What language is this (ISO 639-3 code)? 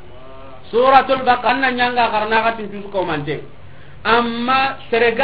snk